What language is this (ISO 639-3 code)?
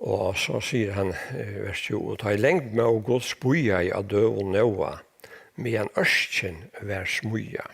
fao